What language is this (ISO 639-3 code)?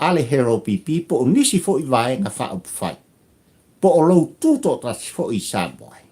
smo